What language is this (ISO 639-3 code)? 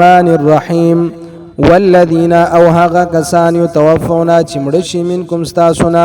pus